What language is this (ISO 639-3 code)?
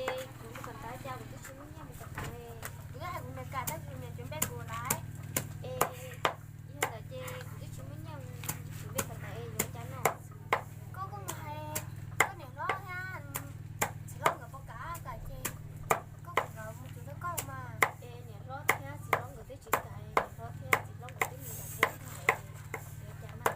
hmn